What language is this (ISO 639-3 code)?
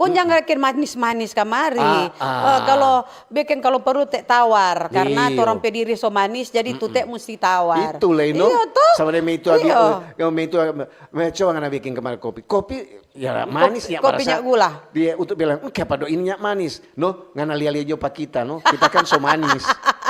xmm